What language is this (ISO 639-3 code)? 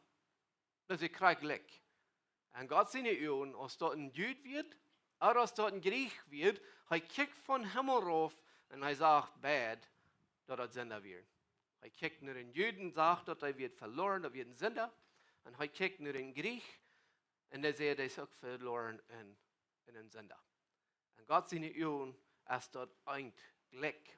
pdt